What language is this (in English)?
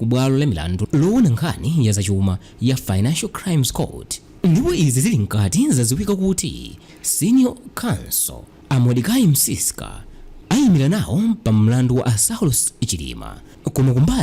Nyanja